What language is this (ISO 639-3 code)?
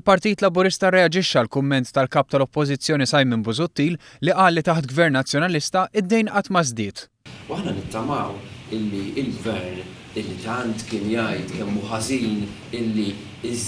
mlt